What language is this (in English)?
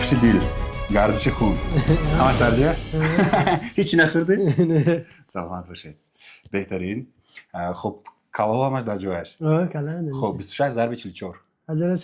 Tajik